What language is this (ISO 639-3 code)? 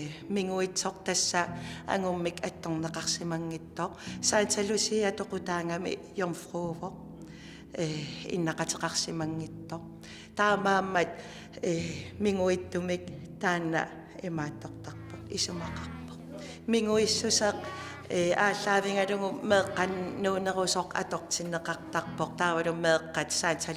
kal